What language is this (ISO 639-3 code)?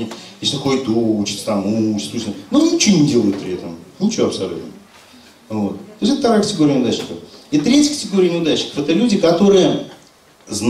rus